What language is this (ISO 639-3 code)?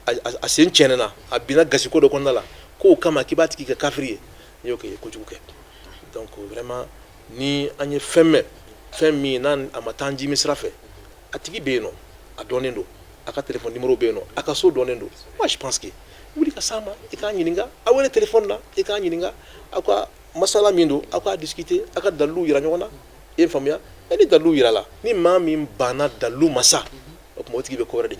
bam